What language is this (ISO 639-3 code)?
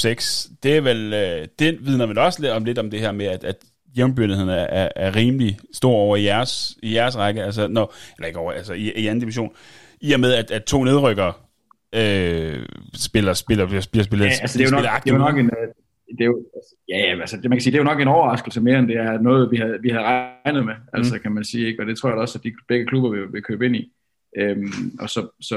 dan